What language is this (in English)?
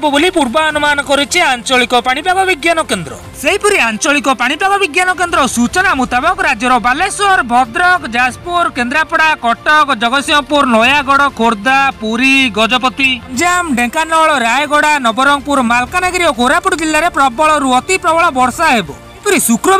Odia